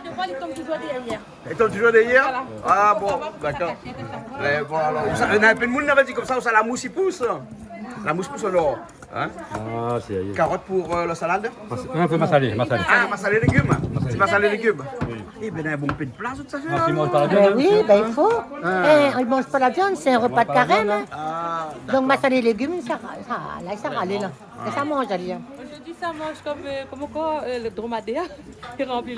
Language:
Réunion Creole French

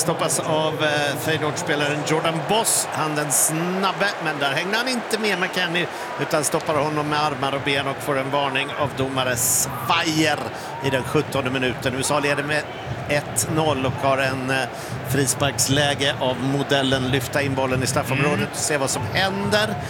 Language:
Swedish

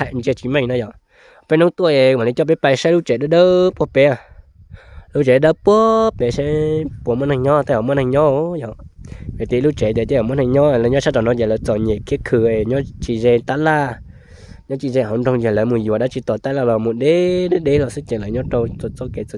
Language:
Hmong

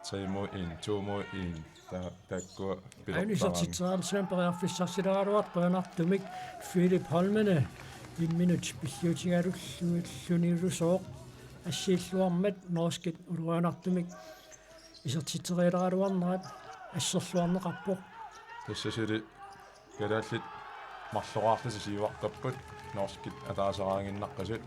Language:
Kalaallisut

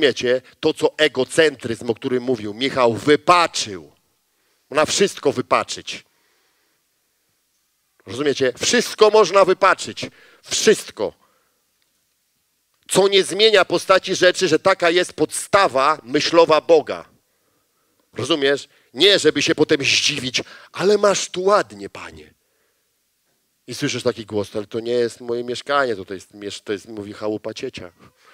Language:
Polish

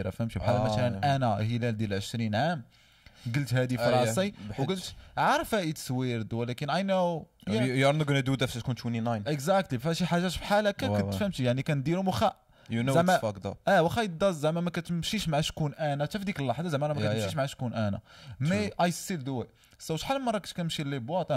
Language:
Moroccan Arabic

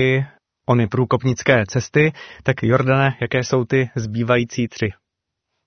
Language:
Czech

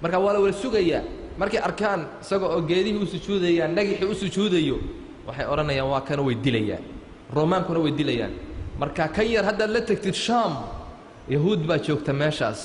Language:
Somali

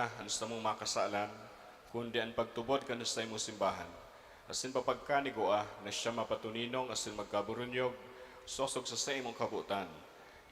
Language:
Bikol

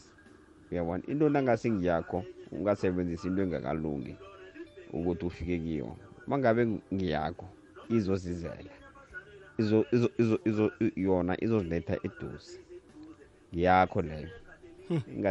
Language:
South Ndebele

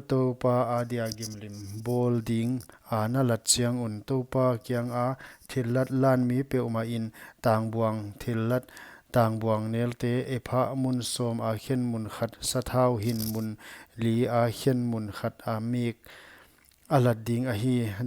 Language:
Paite Chin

